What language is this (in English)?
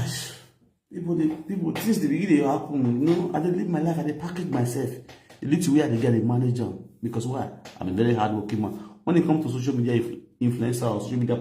Nigerian Pidgin